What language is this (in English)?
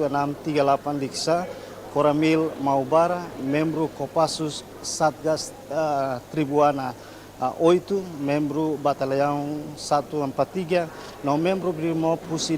Tetum